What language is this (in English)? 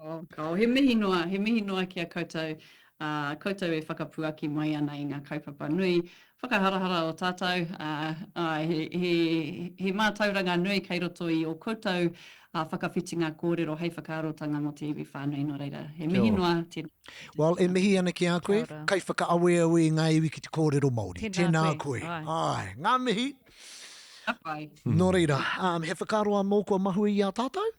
Māori